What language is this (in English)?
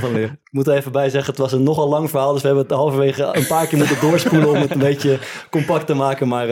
Dutch